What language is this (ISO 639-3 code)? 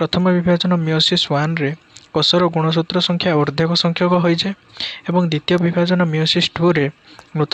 ori